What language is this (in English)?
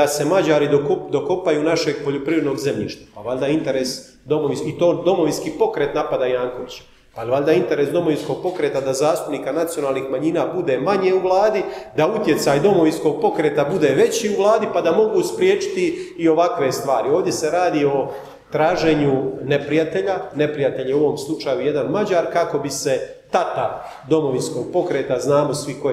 Croatian